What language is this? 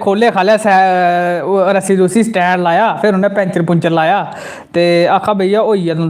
Dogri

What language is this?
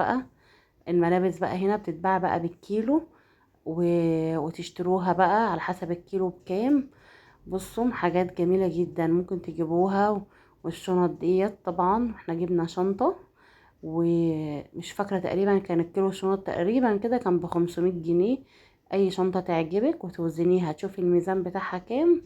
Egyptian Arabic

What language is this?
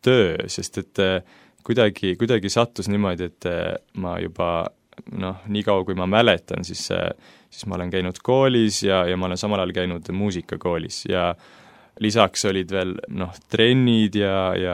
Estonian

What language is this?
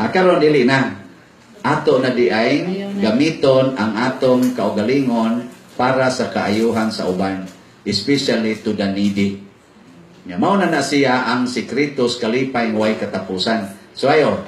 Cebuano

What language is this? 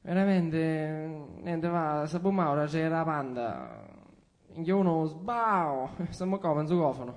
Sicilian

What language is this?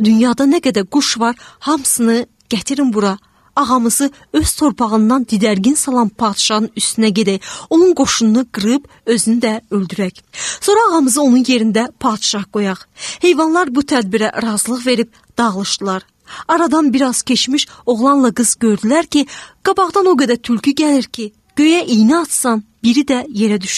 Azerbaijani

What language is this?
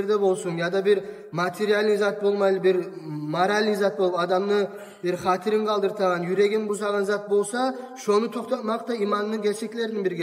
Kumyk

